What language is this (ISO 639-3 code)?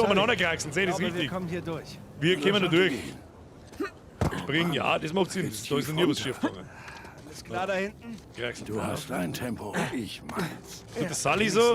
bar